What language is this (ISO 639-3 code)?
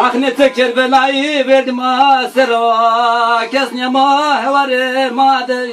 zza